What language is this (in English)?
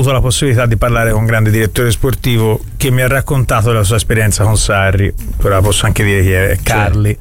Italian